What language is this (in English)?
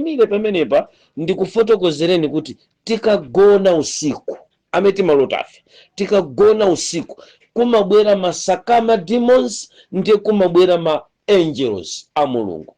Nyanja